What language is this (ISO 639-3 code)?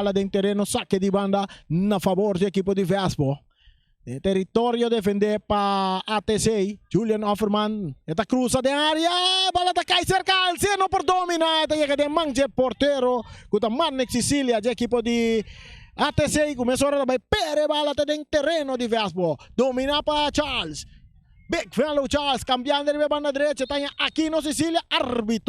pap